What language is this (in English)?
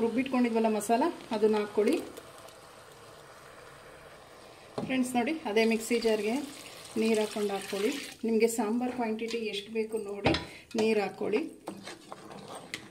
Kannada